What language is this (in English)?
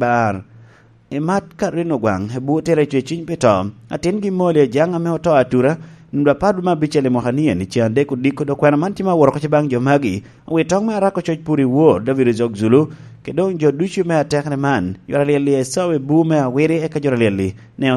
Lango (Uganda)